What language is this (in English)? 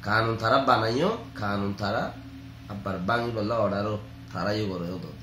Rohingya